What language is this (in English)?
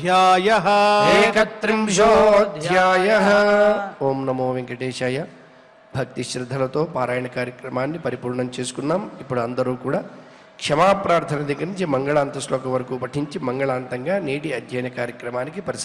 Telugu